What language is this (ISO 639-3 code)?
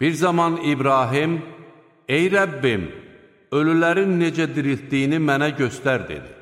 aze